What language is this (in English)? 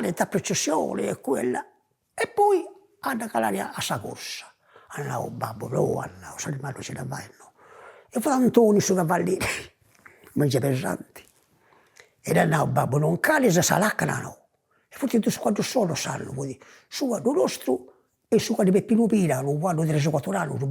Sardinian